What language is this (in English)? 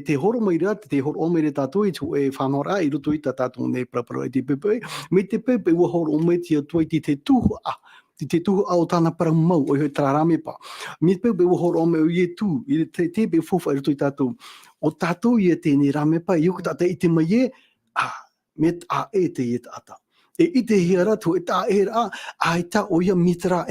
Tahitian